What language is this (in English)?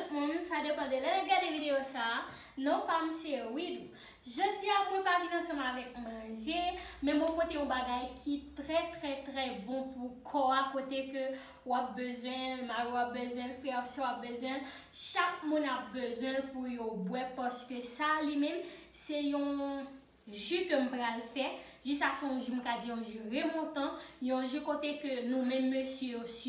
Haitian Creole